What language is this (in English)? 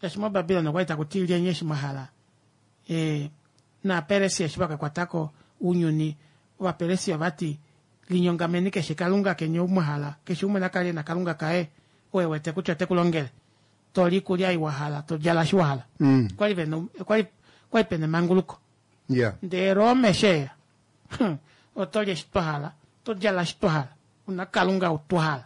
Kuanyama